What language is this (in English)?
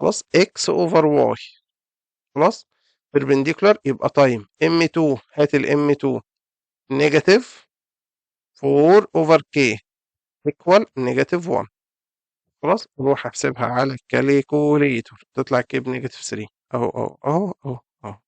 Egyptian Arabic